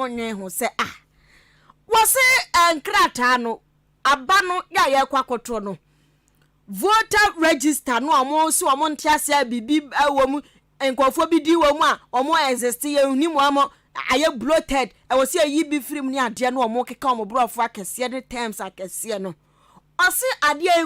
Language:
Akan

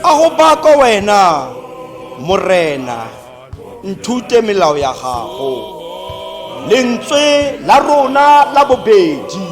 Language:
Tswana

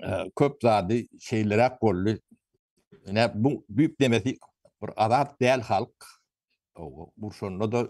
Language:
Turkmen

